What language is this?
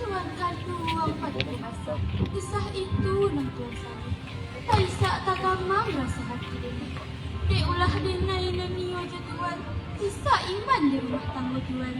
Minangkabau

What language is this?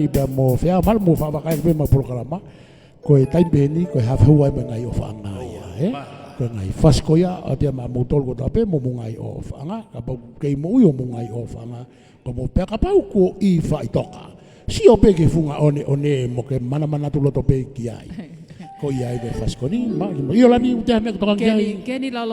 Tongan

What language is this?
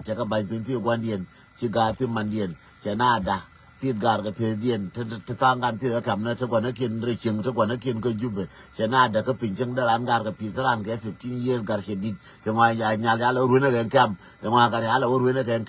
Nuer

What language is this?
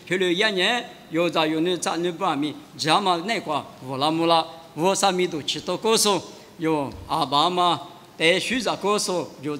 Lisu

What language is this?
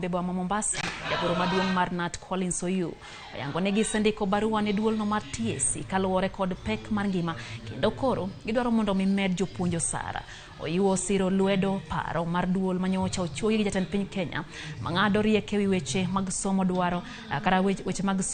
Luo (Kenya and Tanzania)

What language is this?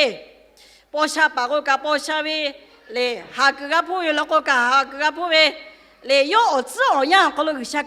Lahu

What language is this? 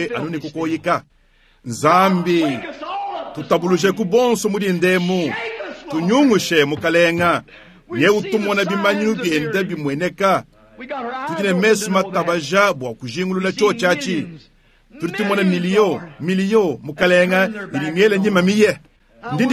Luba-Lulua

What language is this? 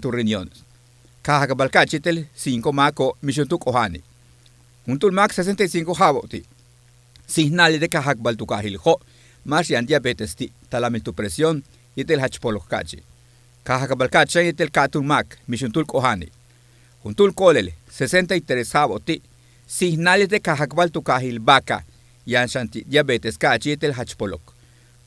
Yucateco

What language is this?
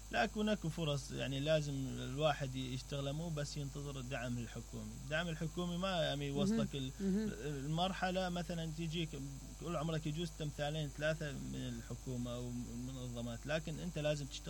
Mesopotamian Arabic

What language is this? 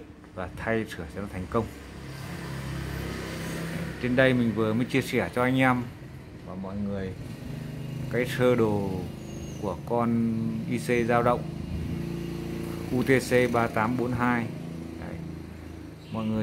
Vietnamese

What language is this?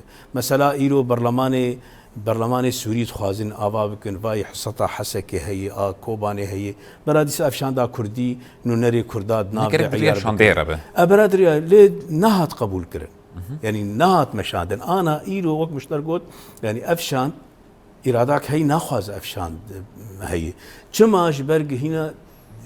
Kurdish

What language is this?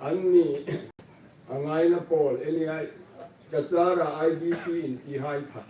Hmar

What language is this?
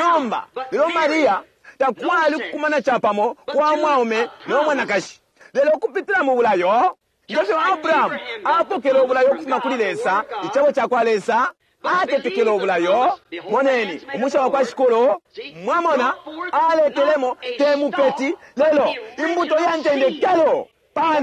Bemba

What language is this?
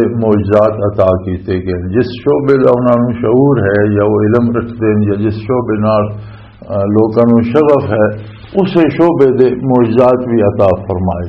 Western Panjabi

